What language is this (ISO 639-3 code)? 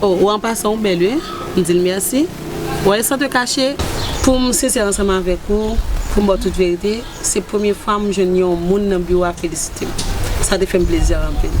hat